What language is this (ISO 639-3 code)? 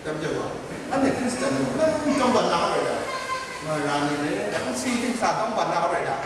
kac